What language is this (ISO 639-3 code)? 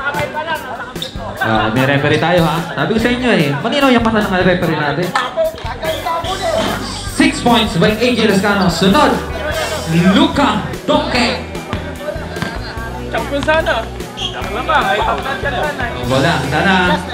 fil